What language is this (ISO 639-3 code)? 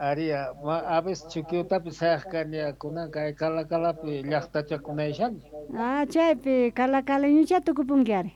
que